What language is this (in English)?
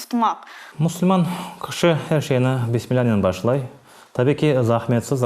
Crimean Tatar